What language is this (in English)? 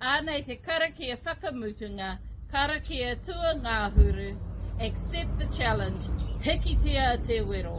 Māori